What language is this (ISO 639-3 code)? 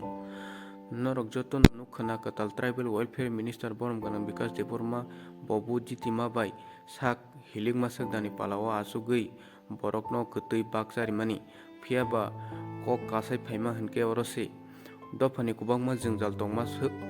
trp